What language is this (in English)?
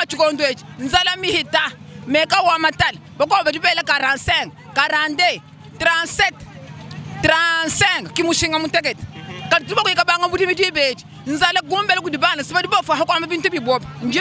Luba-Lulua